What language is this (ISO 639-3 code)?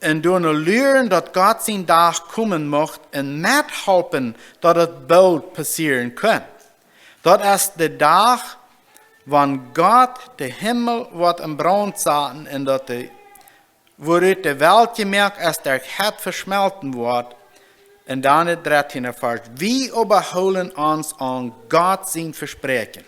pdt